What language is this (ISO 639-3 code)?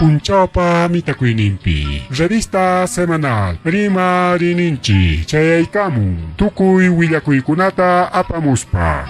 quy